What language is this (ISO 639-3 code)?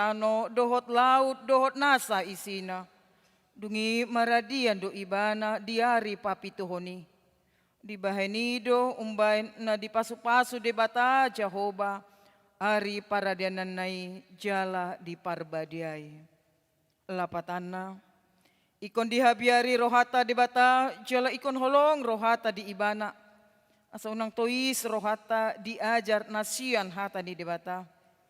bbc